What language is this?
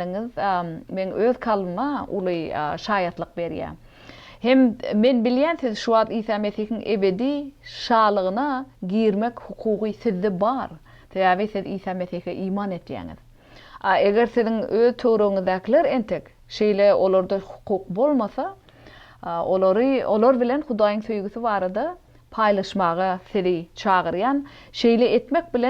Turkmen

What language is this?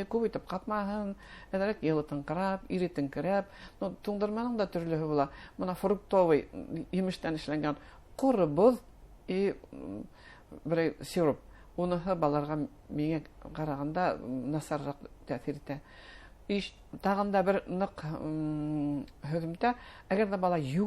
Bashkir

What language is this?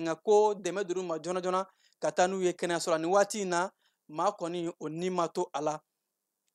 Bambara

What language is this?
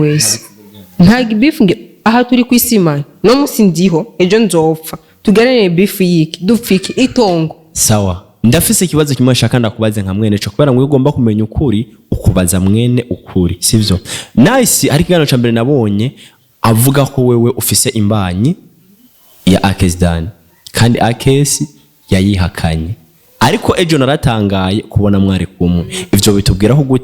Rundi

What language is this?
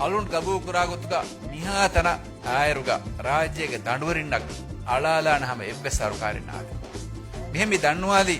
Divehi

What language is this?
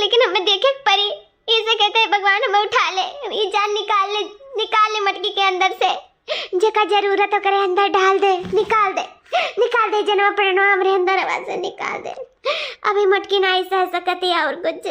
Awadhi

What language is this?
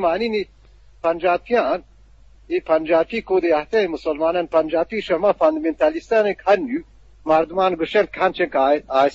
Eastern Balochi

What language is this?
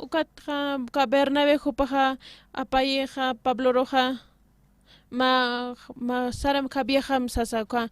Aymara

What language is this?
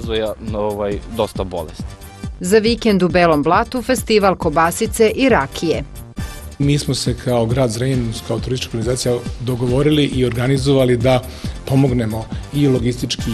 Serbian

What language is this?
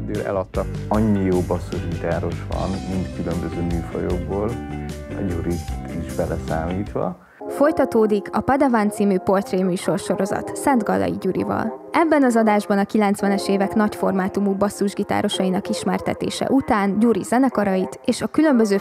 Hungarian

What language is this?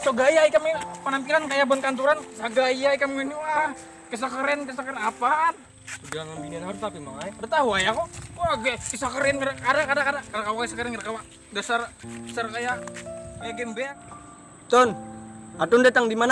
Banjar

